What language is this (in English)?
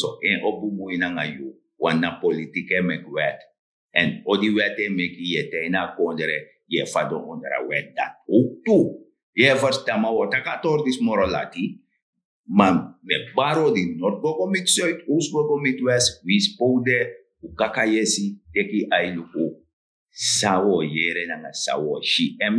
Sranan Tongo